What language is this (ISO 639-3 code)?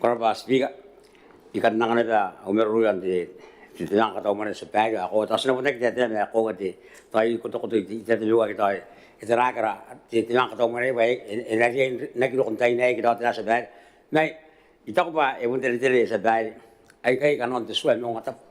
gil